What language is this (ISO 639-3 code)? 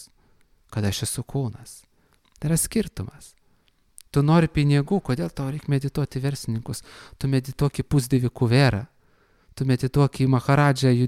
lit